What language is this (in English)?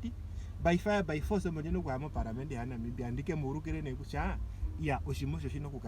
Ndonga